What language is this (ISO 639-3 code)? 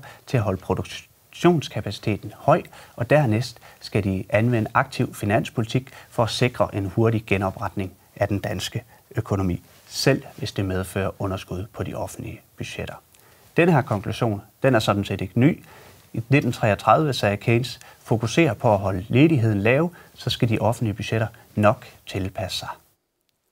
dan